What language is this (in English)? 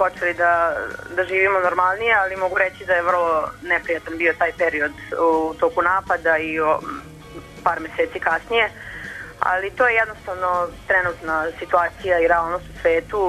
Serbian